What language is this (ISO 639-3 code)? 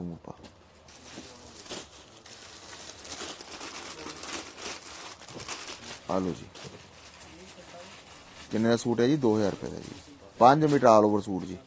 pan